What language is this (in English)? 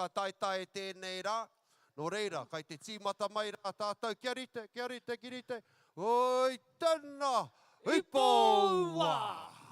Māori